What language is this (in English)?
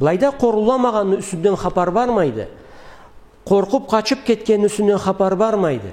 Karachay-Balkar